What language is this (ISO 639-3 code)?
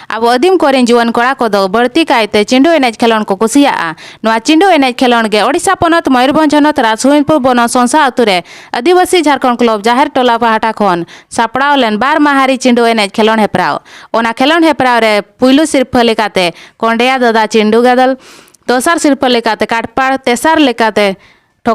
sat